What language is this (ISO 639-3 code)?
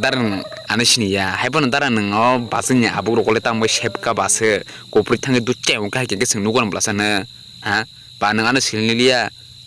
trp